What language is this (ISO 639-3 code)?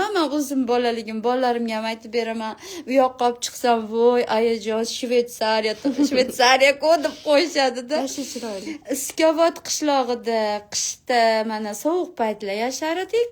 uzb